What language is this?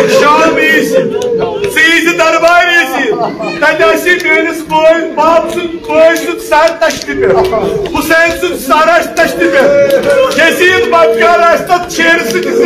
Kashmiri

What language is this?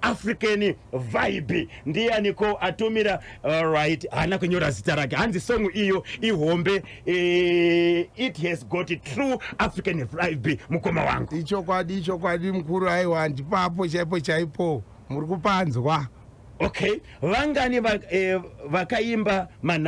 Shona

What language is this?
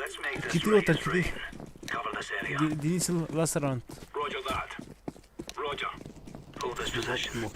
Yakut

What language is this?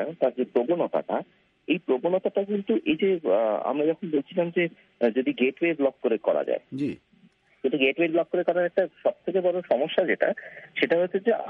Bangla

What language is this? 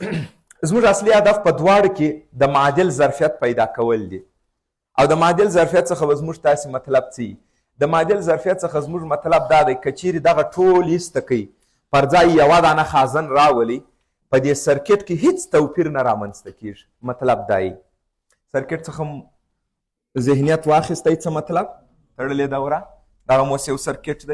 Pashto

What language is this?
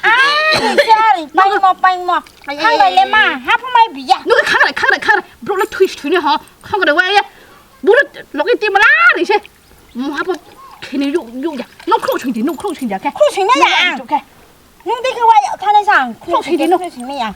Riang (India)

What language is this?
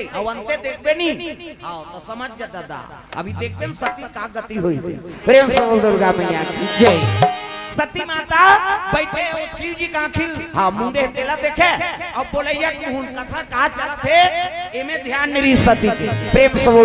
Chhattisgarhi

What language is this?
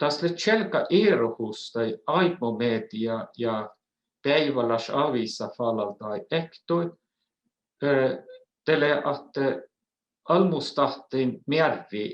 Northern Sami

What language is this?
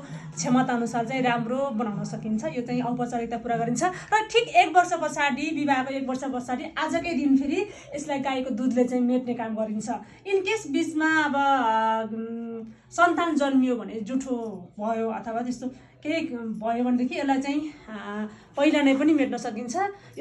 Nepali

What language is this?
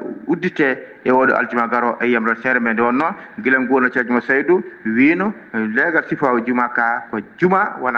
Fula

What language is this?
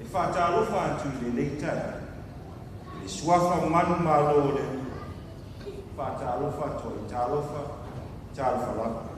Samoan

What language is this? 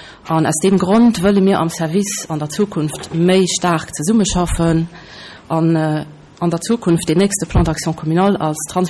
Luxembourgish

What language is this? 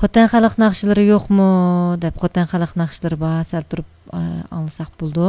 Uyghur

